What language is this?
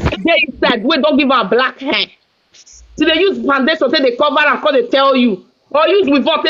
Nigerian Pidgin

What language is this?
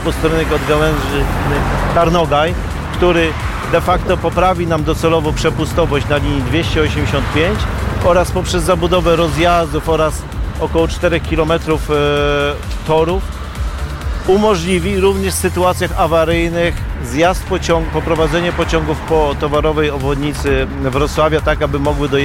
Polish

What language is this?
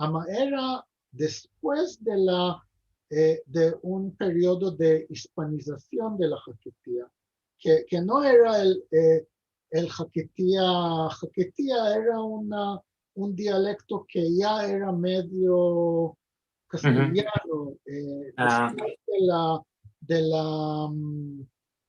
Ladino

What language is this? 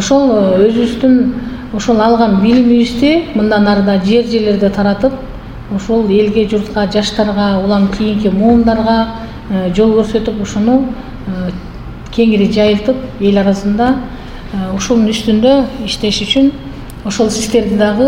Kyrgyz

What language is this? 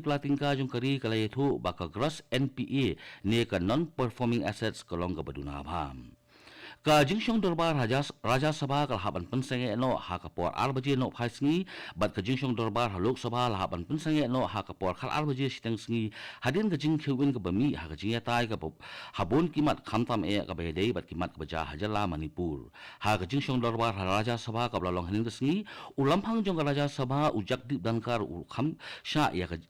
Khasi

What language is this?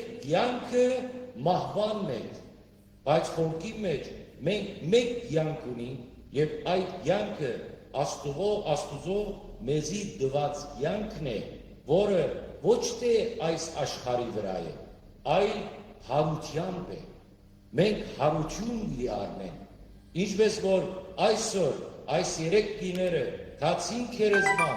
Western Armenian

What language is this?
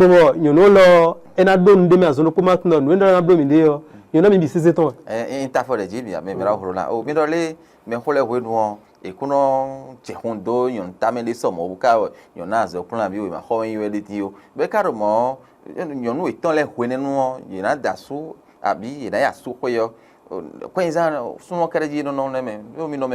Fon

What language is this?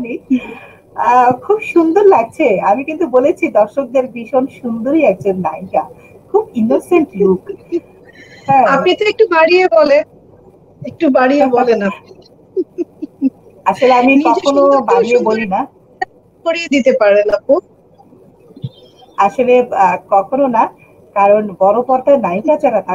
Bangla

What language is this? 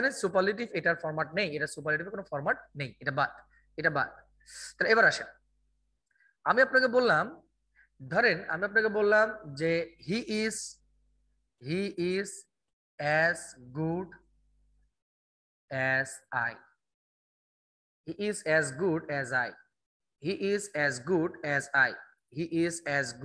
Bangla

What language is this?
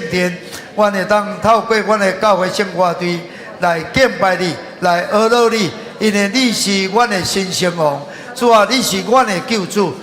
Min Nan Chinese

